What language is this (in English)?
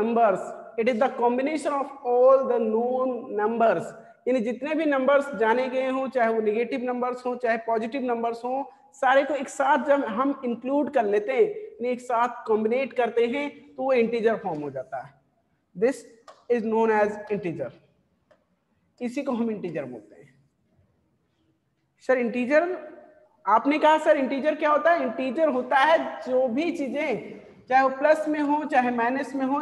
Hindi